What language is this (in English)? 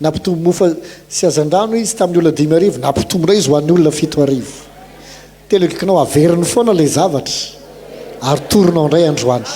Malagasy